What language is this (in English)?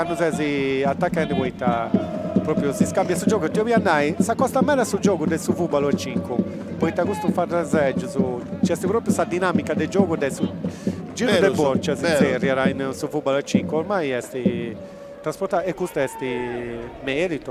Sardinian